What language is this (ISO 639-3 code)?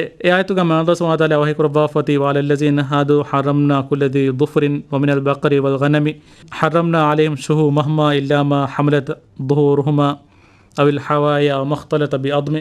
div